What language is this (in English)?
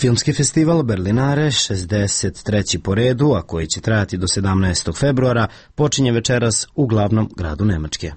Serbian